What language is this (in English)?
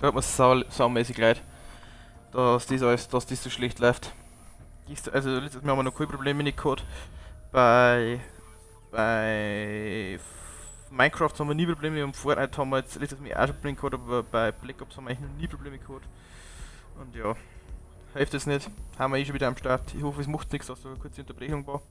Bavarian